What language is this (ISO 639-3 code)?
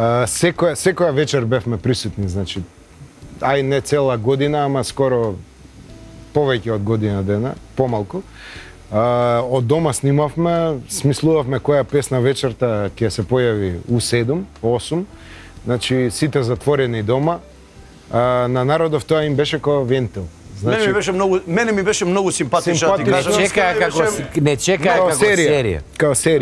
mkd